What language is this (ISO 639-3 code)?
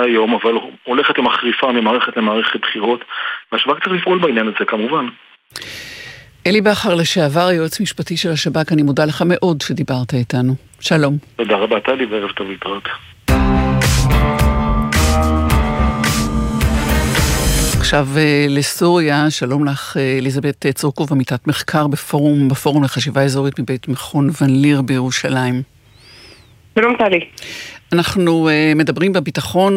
heb